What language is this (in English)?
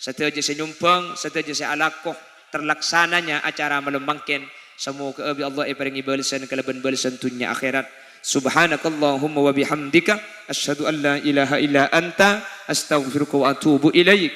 Madurese